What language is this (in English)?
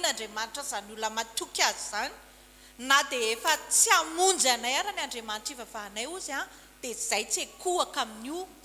Malagasy